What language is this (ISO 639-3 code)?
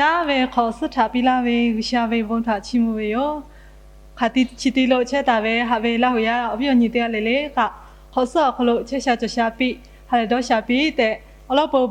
lhu